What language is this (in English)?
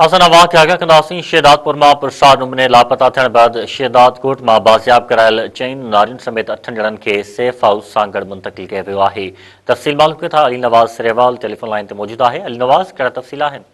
Sindhi